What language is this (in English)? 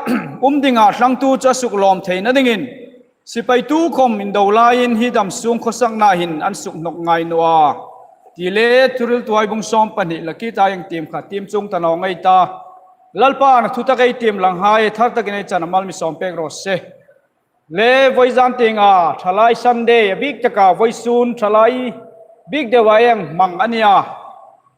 Hmar